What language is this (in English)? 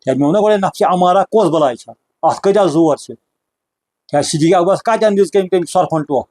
Kashmiri